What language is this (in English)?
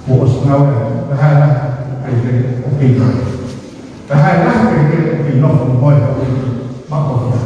Tongan